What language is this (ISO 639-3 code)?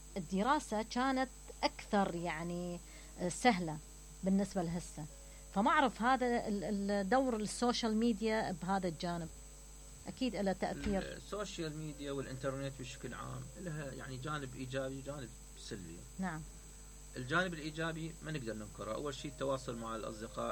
acm